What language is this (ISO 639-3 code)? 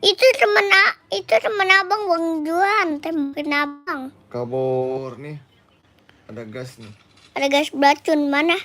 bew